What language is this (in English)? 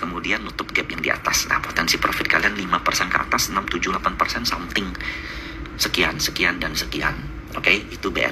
Indonesian